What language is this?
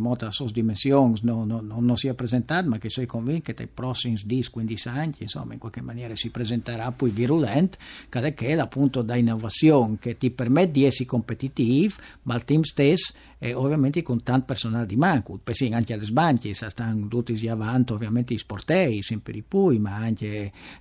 Friulian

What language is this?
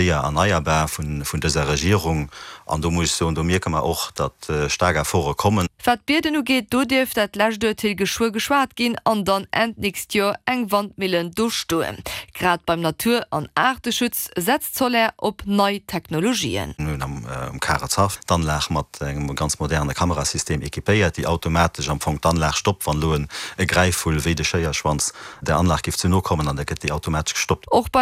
Luxembourgish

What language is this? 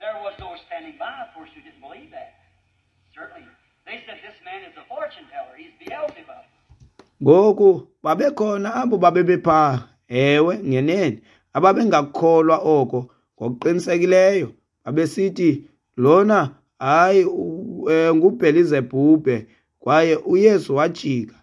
Xhosa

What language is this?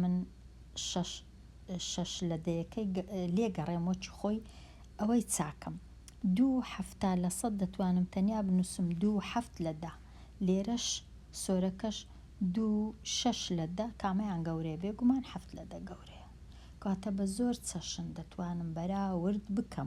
Central Kurdish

